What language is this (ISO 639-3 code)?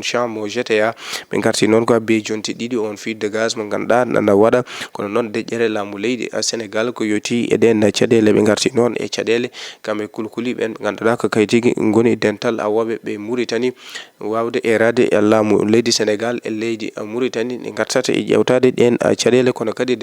ful